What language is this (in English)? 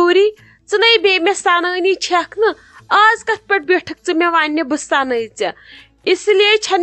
Kashmiri